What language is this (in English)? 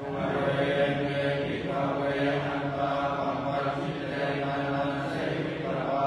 Pali